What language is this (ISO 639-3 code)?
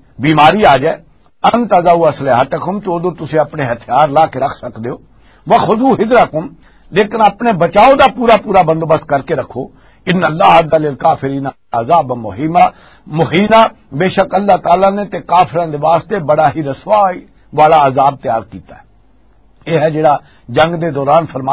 lah